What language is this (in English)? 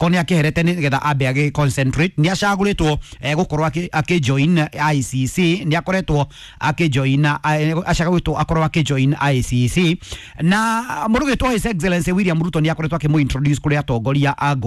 Kikuyu